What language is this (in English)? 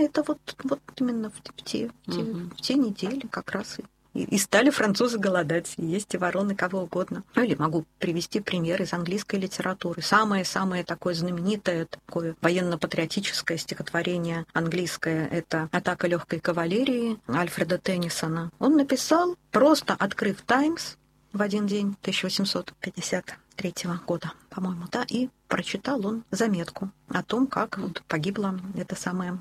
Russian